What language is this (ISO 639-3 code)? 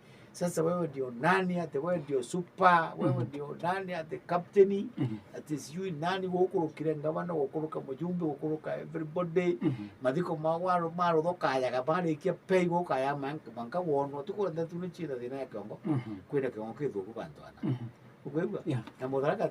mer